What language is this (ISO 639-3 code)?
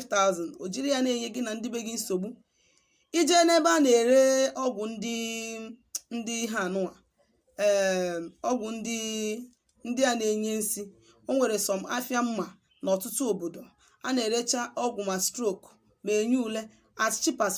ibo